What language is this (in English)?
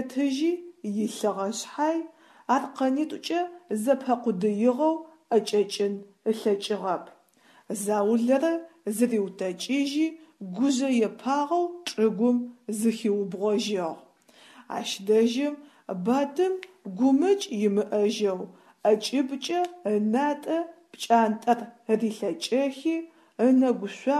Adyghe